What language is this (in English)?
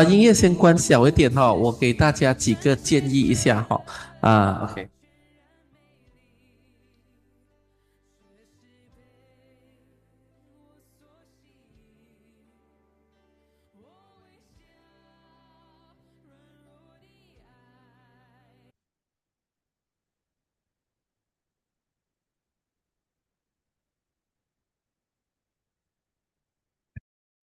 Chinese